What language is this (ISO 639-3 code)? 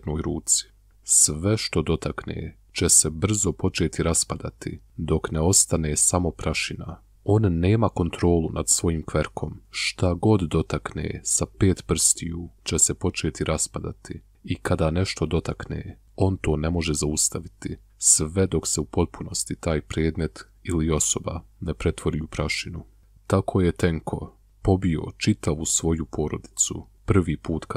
bos